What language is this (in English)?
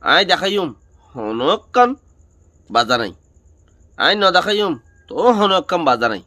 Rohingya